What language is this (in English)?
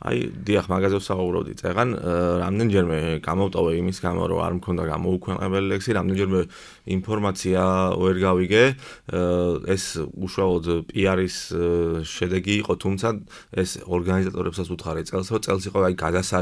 Georgian